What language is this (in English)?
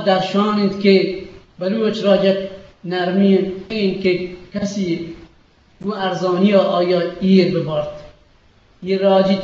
Eastern Balochi